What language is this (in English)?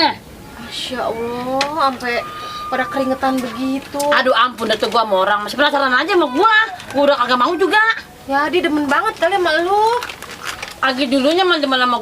Betawi